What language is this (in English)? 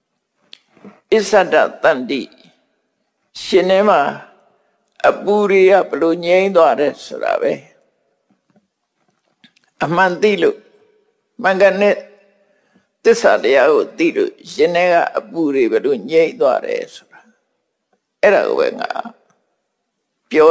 Burmese